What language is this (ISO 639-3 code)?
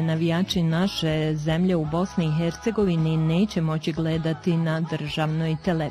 bos